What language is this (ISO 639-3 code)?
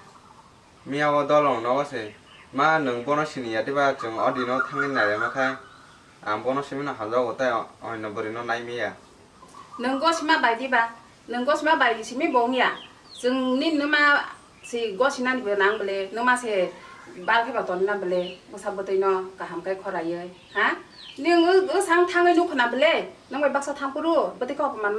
trp